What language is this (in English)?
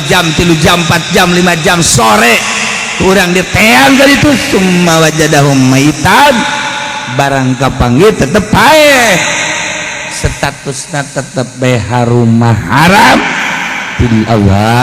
Sundanese